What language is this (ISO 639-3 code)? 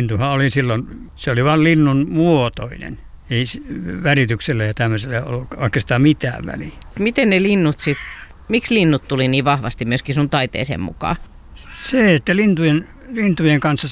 fin